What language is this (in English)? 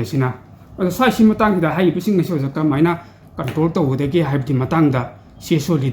Manipuri